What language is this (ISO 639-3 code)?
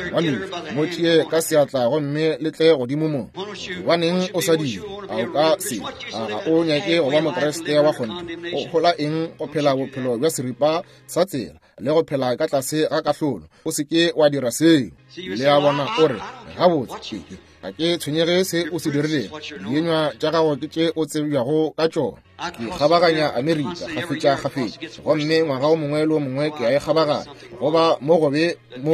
nso